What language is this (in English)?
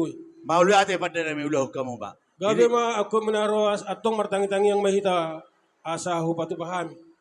Batak Toba